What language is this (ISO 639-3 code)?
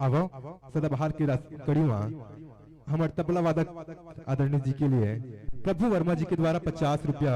hne